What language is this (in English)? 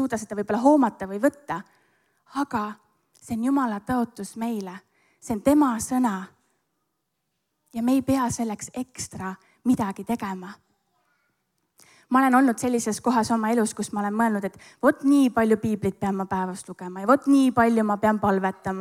Estonian